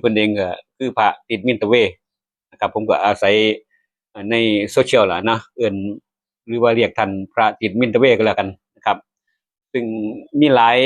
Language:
Northeastern Thai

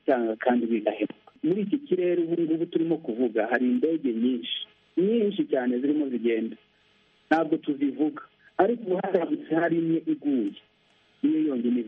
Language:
Kinyarwanda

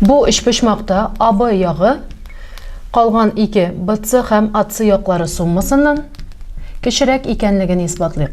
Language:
Tatar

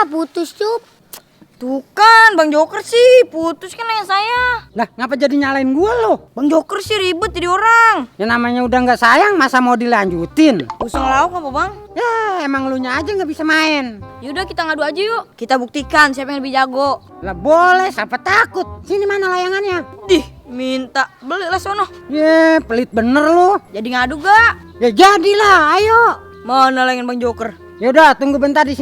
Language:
Betawi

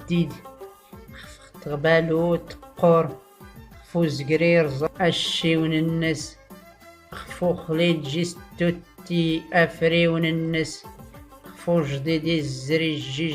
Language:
Tachelhit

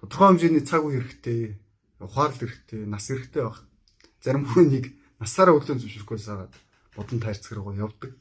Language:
Mongolian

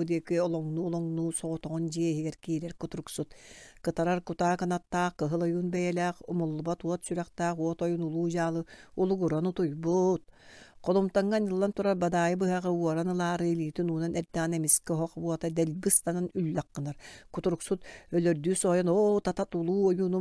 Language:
Yakut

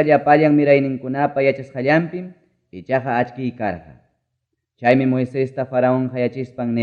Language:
Ayacucho Quechua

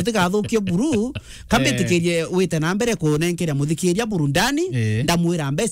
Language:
Meru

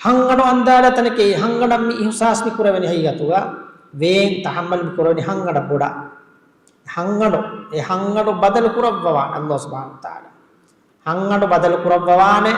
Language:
Divehi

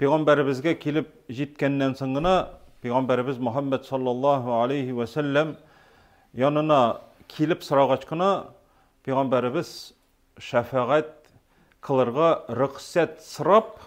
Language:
Tatar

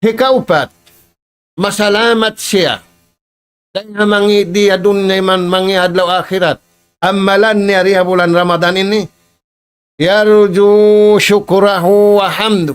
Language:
Tausug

